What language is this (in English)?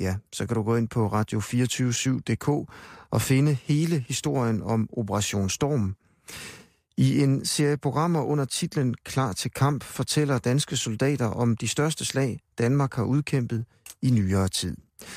Danish